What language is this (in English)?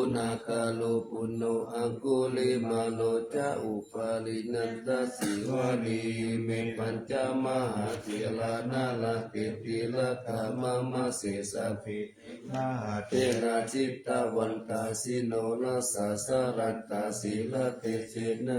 Pali